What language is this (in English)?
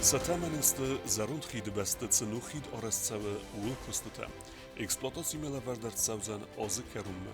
Ossetic